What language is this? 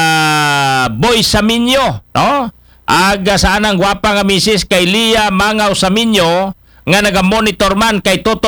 Aklanon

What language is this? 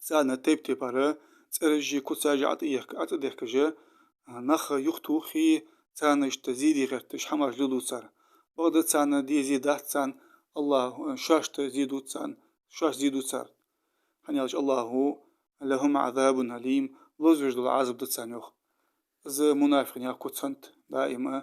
Ingush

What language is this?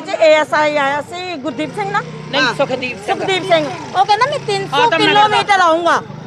Punjabi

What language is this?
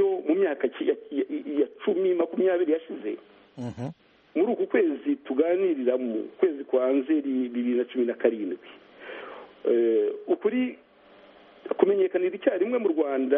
Kinyarwanda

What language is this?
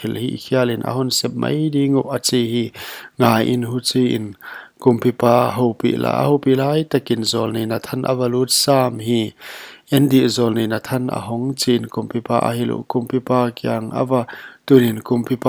Paite Chin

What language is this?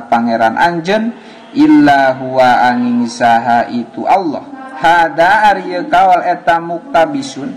Sundanese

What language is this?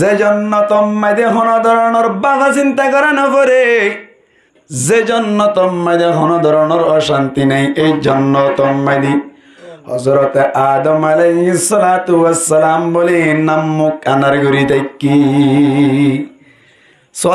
Rohingya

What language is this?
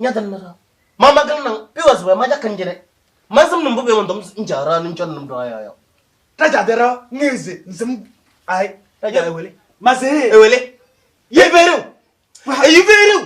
Kabiyè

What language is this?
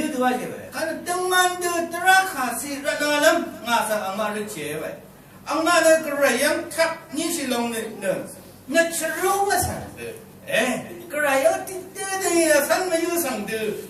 Rawang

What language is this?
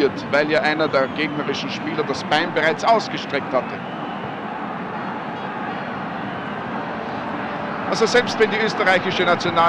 German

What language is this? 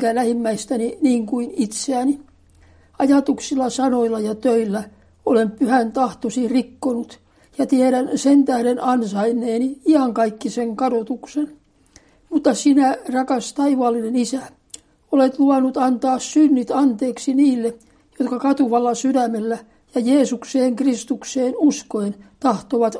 Finnish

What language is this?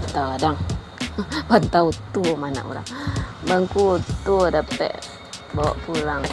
Minangkabau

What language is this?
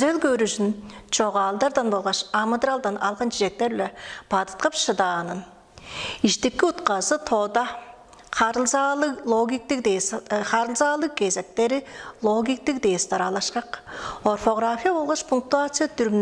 Tuvinian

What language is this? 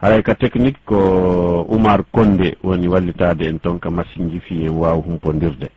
Fula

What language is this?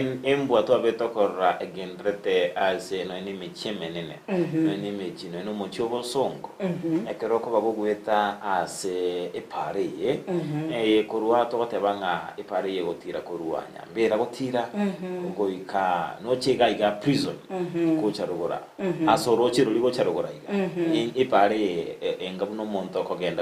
Gusii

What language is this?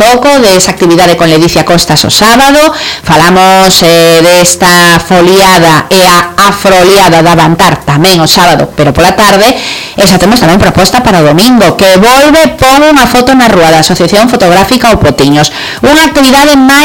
Galician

